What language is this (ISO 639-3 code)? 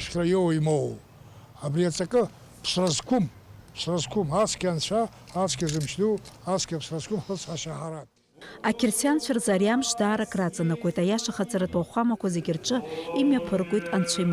abk